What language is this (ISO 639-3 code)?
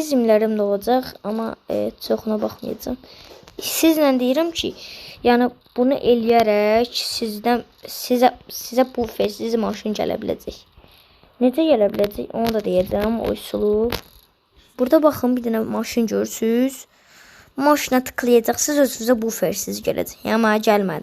aze